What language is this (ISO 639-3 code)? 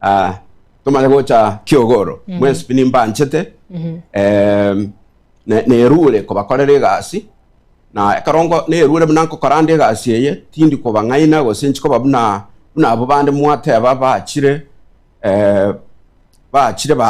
guz